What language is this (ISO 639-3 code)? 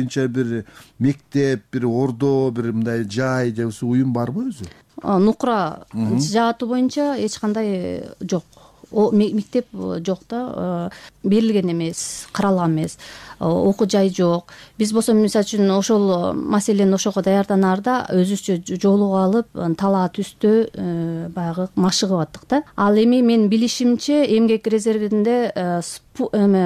kir